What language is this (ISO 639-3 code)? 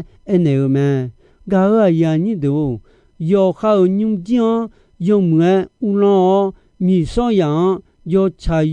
ahk